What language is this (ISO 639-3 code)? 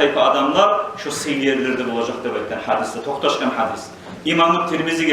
kum